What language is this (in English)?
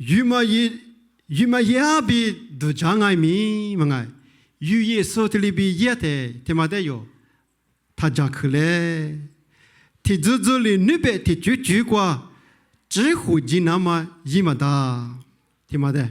Lisu